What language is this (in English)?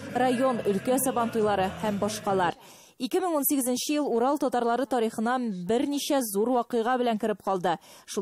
Tatar